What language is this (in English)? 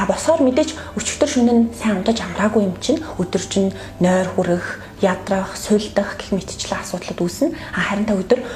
Mongolian